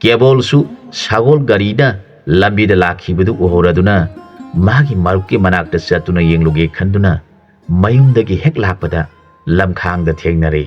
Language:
Manipuri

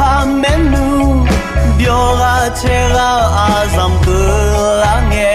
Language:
Akha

